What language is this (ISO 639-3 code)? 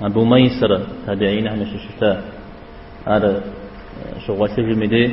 kbd